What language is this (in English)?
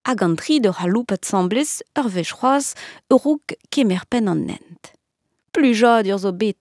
Breton